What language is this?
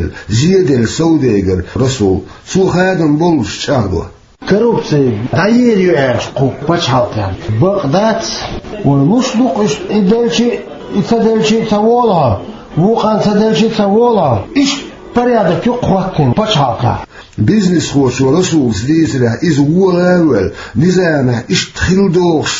Chechen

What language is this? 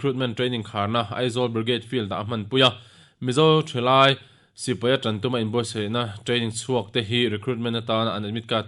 Mizo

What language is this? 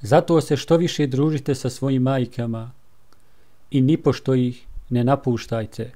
Bosnian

